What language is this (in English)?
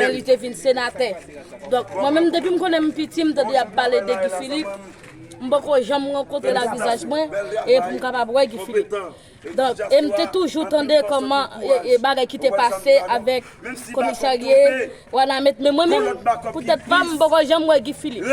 Haitian Creole